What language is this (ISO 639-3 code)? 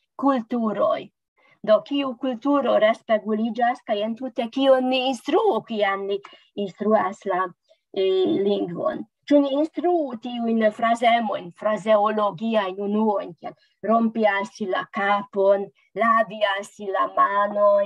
epo